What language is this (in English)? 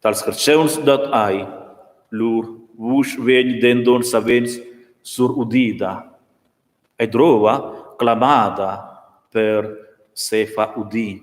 Romansh